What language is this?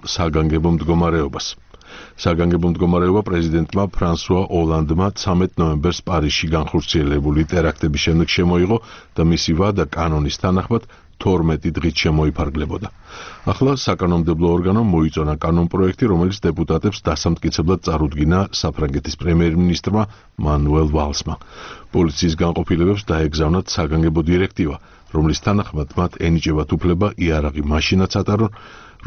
Georgian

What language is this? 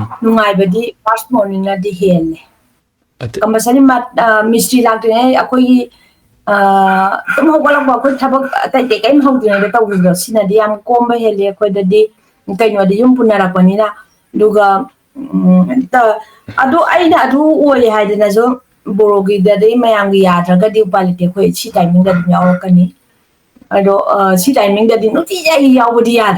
Manipuri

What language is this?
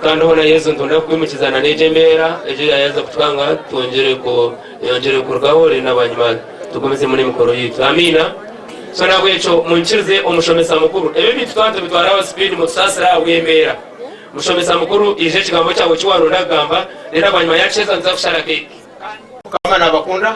Nyankole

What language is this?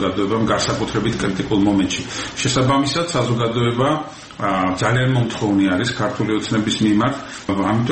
Georgian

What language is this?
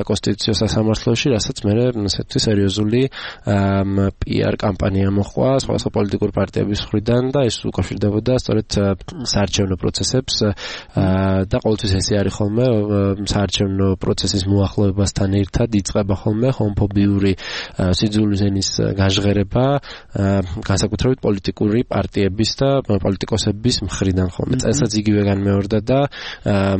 Georgian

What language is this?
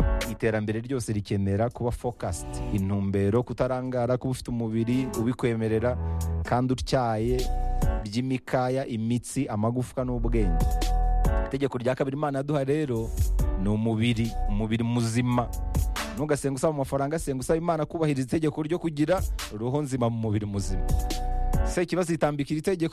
Kinyarwanda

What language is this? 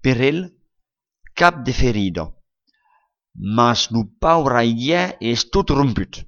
Occitan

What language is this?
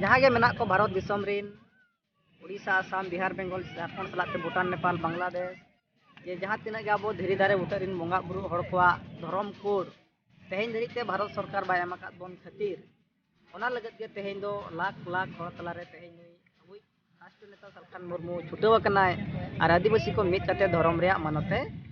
Santali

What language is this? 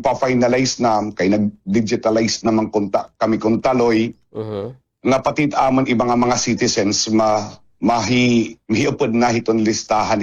Waray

